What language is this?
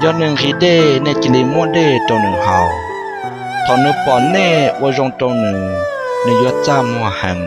Hmong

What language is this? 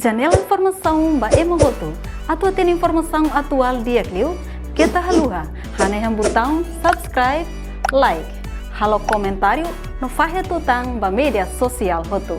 Tetum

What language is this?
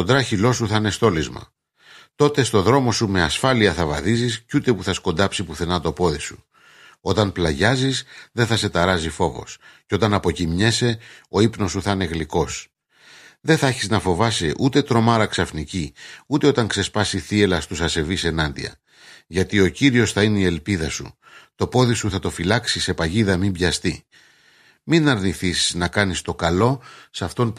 Greek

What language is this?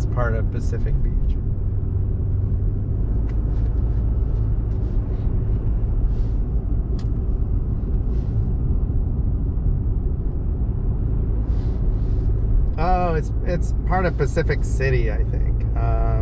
English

